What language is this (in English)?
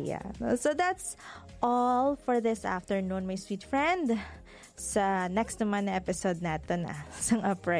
Hiligaynon